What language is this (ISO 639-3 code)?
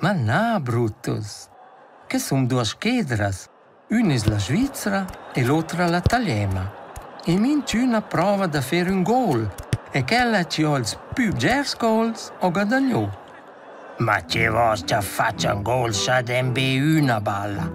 roh